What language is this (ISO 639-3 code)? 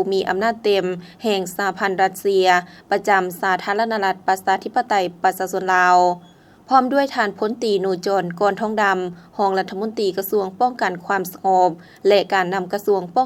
lao